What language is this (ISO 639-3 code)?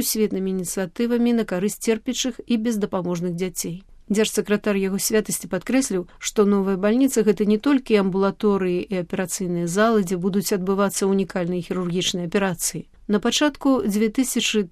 bel